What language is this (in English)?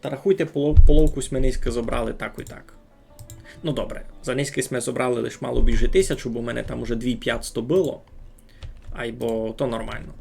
Rusyn